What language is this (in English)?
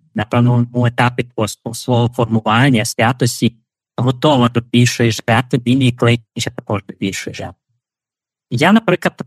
Ukrainian